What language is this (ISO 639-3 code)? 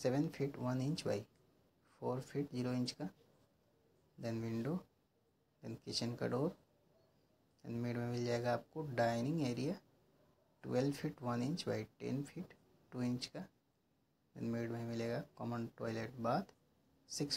hin